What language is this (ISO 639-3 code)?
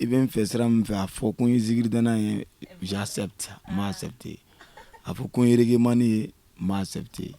bam